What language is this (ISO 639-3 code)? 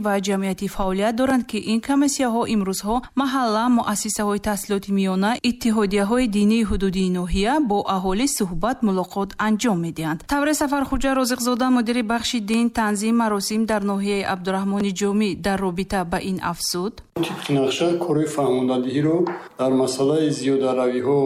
tgk